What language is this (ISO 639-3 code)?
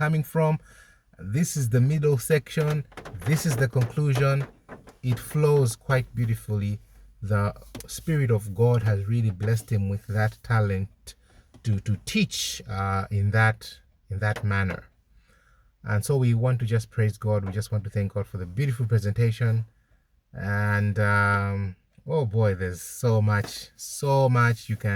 eng